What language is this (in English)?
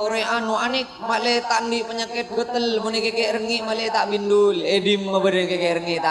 Madurese